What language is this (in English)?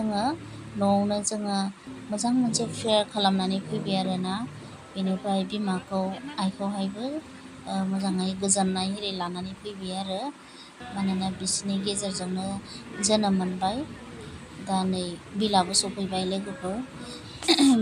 Bodo